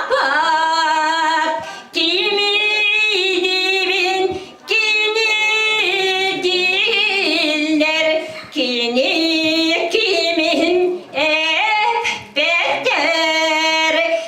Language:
Yakut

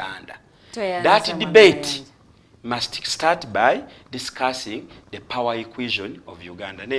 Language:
Ganda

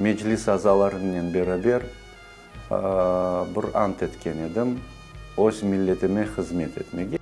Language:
Crimean Tatar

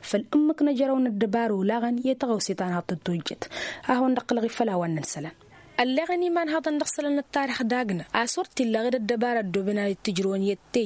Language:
Tamasheq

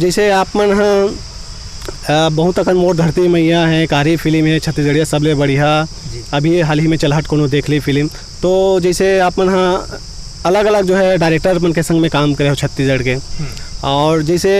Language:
Chhattisgarhi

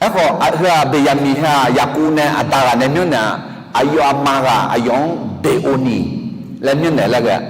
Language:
Akha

